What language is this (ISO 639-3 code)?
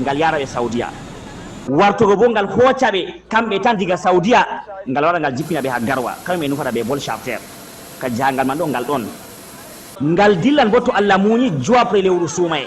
ful